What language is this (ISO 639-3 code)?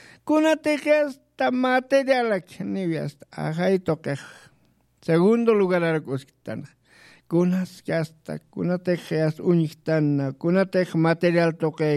aym